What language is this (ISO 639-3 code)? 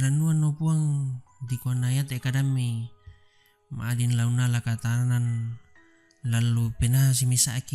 sda